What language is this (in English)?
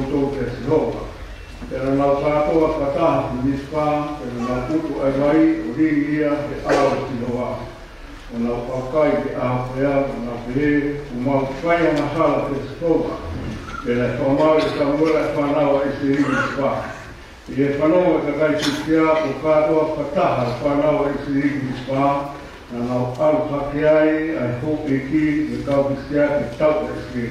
Tongan